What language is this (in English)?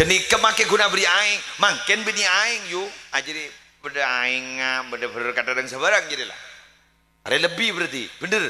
Madurese